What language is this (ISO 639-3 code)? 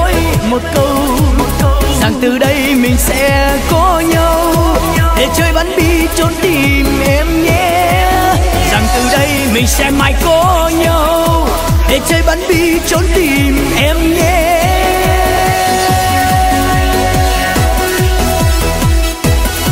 vie